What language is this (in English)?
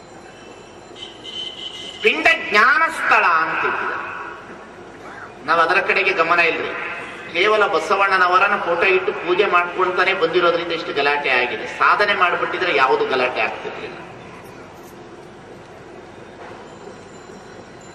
Kannada